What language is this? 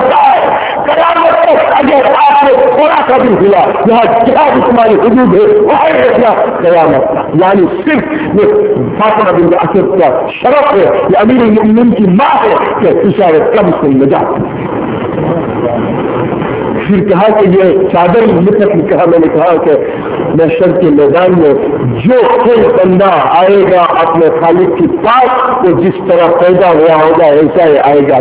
Urdu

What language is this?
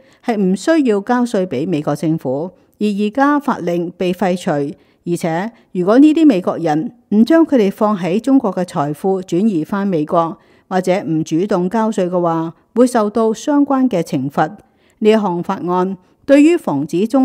Cantonese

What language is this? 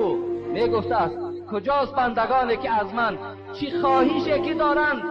Tajik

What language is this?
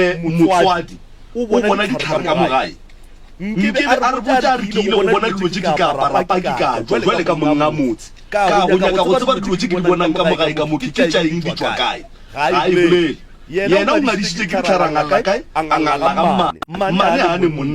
Northern Sotho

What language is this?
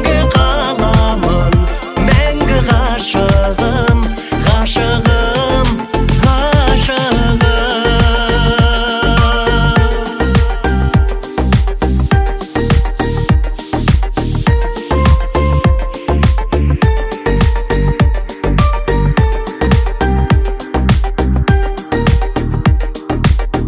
Kazakh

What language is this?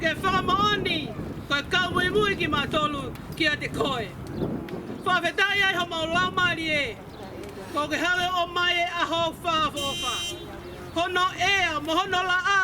Tongan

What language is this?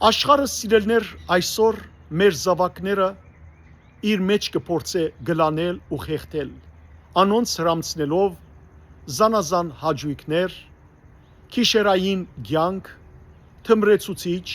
Western Armenian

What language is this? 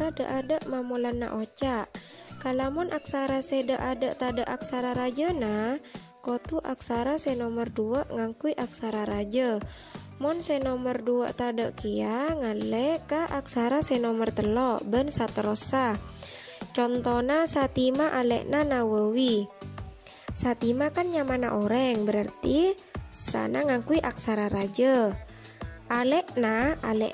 Madurese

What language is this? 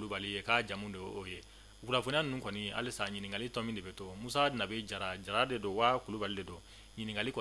Bambara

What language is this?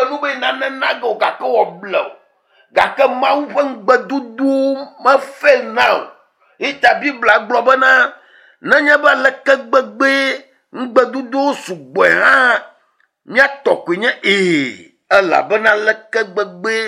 Ewe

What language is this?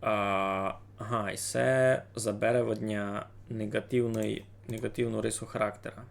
Rusyn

